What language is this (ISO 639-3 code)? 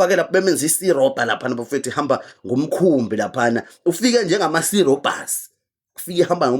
zul